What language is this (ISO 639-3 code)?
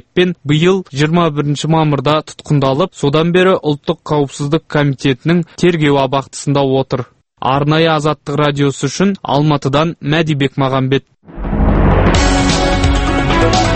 kaz